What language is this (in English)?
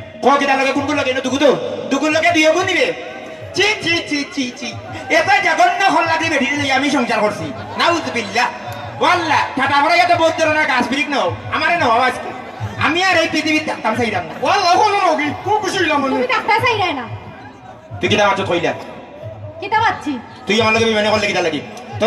Sylheti